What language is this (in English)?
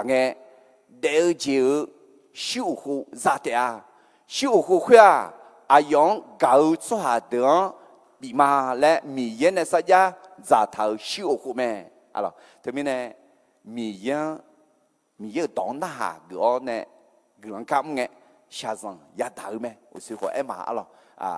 Akha